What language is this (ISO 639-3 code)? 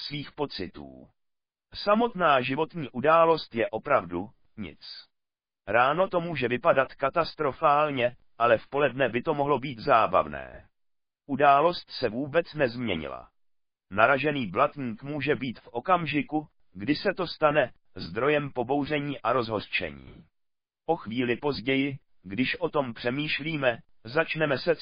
ces